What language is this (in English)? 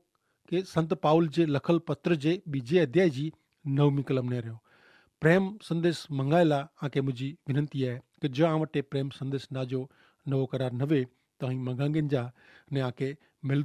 Kachhi